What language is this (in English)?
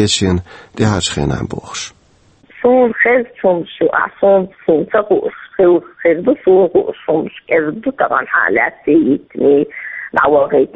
Chechen